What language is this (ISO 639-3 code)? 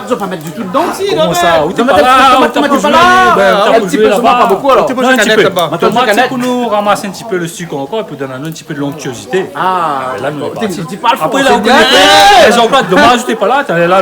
rcf